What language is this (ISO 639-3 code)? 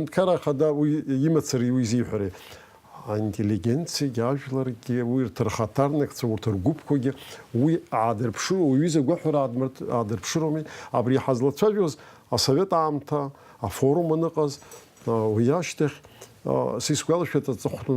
abk